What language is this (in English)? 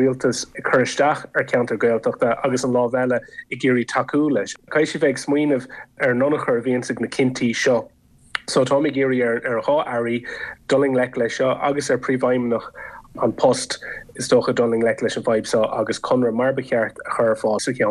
Irish